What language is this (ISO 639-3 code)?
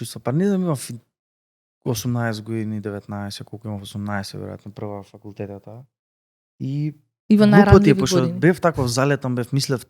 mkd